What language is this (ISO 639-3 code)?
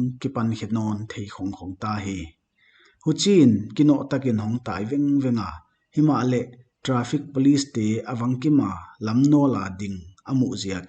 pck